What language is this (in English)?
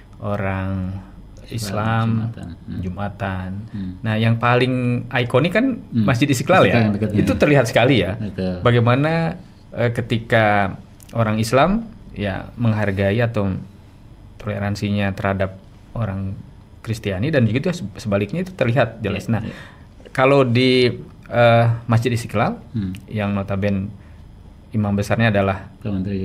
Indonesian